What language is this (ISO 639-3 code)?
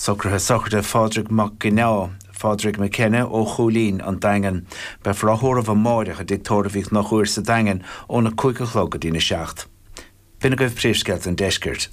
gle